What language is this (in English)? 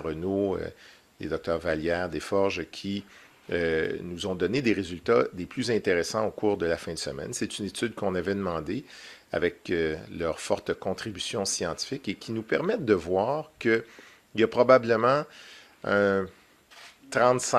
French